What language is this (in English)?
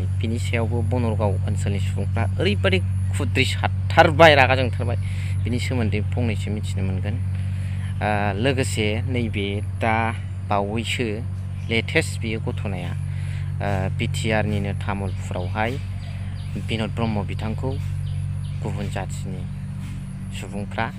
Bodo